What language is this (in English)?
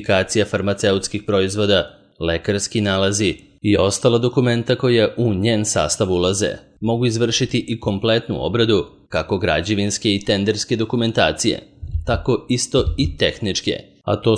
Serbian